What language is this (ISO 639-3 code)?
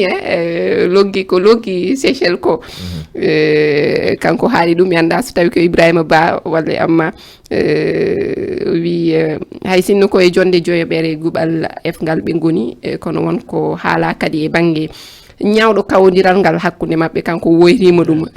ful